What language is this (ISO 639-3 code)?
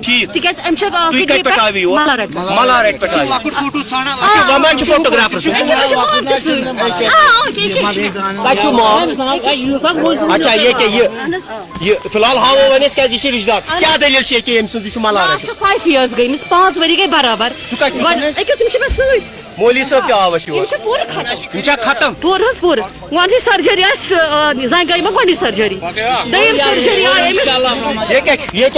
kas